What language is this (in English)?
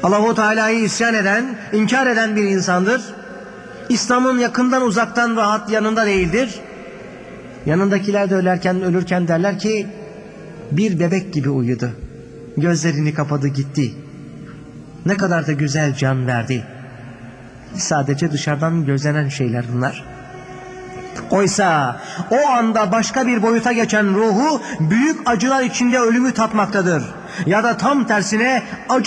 Turkish